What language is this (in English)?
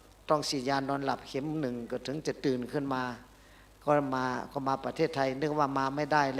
Shan